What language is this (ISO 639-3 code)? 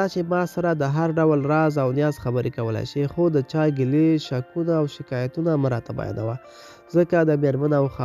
pus